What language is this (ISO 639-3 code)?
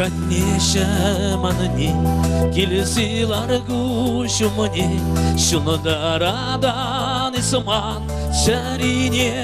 chv